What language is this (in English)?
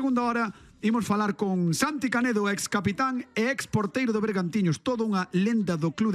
Galician